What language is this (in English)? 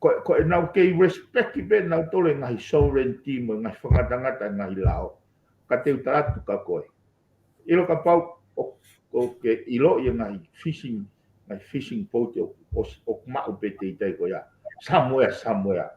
Tongan